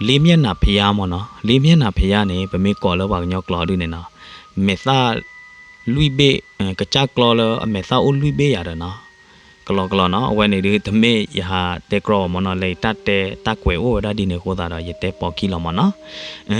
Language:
S'gaw Karen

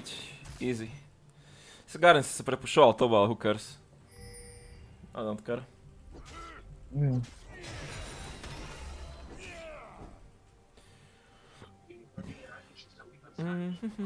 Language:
Slovak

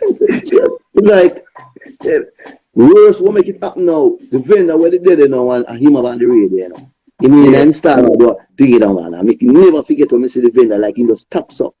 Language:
Jamaican Creole English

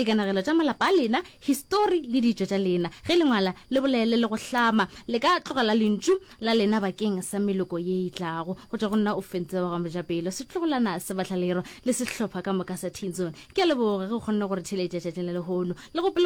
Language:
Northern Sotho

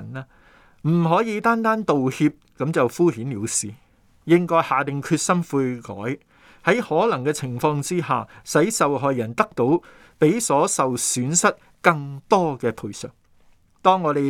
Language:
Cantonese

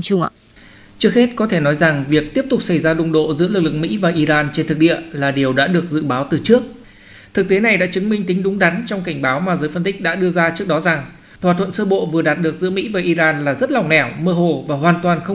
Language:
Vietnamese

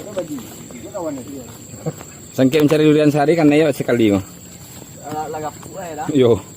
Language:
Minangkabau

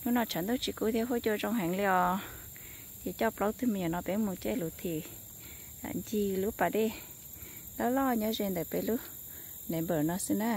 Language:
Hmong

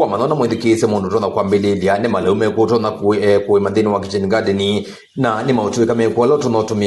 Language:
Kamba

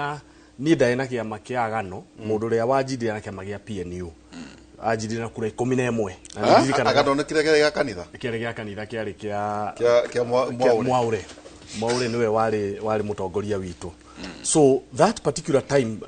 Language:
Kikuyu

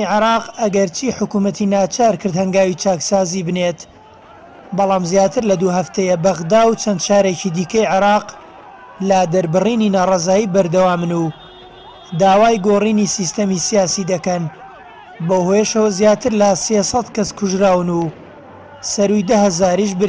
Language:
Central Kurdish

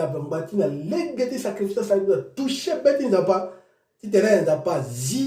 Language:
Sango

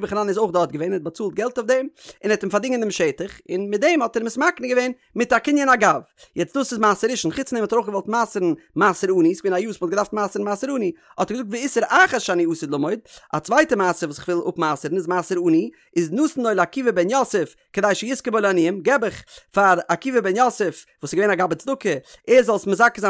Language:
Yiddish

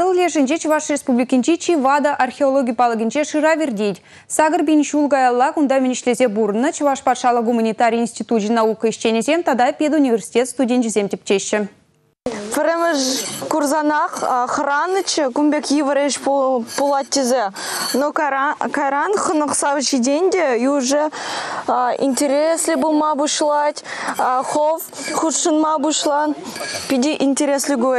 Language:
Chuvash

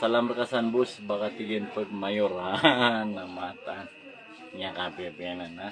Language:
Maranao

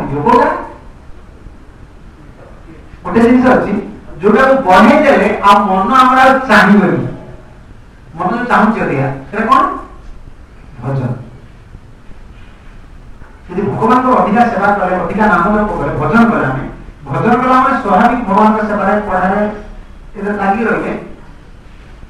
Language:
Odia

